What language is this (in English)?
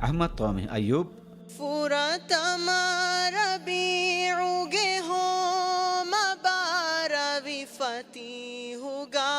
Divehi